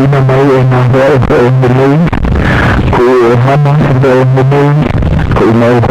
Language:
Hawaiian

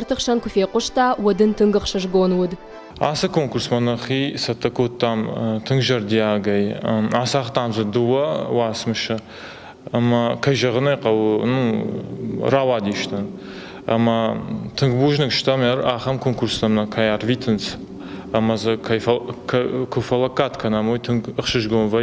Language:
Ossetic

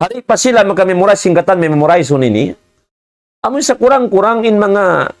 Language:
Tausug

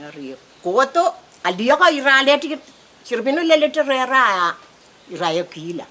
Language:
Pohnpeian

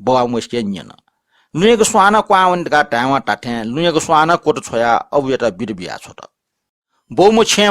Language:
Newari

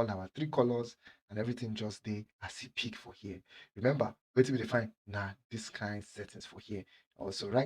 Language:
Nigerian Pidgin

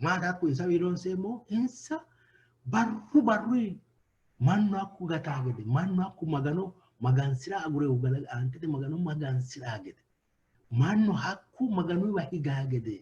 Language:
Sidamo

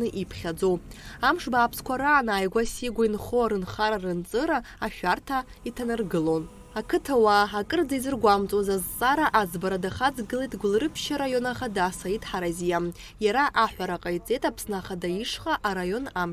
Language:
Abkhazian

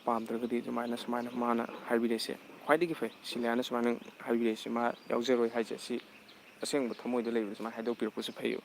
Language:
Manipuri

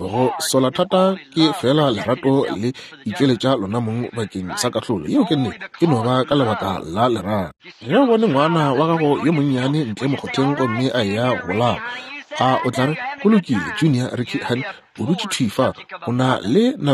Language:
Northern Sotho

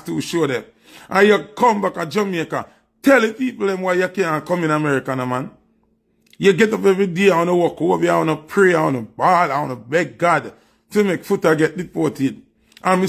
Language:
Jamaican Creole English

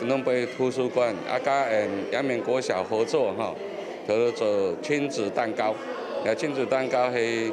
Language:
Hakka Chinese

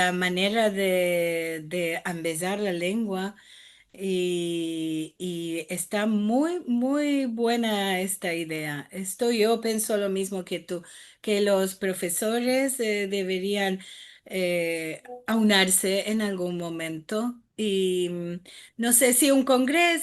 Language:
Ladino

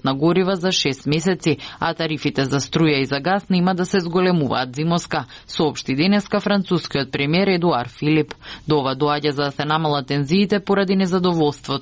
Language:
Macedonian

